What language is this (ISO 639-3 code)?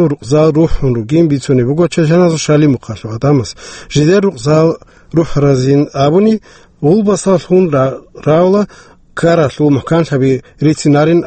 ava